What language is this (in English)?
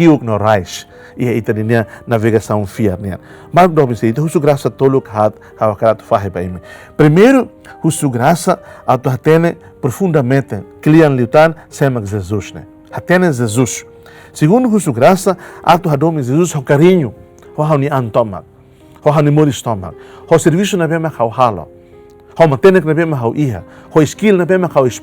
Tetum